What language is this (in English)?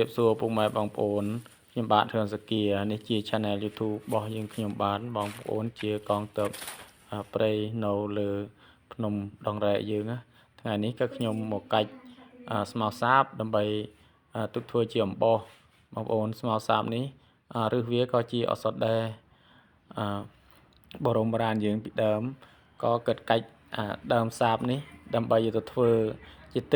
Khmer